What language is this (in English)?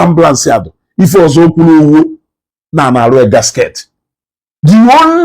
Igbo